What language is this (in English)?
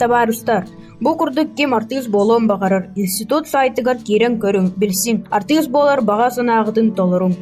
Yakut